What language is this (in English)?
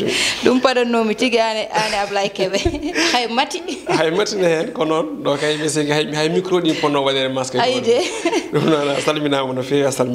Fula